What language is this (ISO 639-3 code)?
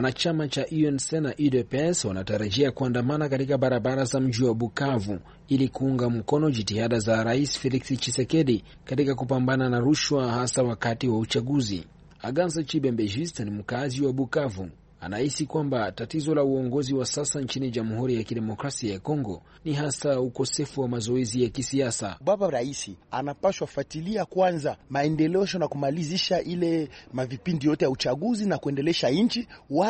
swa